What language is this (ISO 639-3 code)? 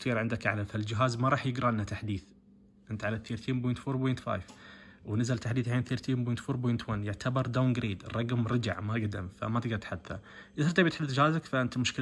ars